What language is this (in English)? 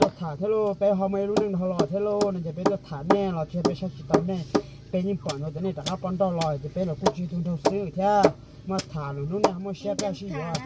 Hmong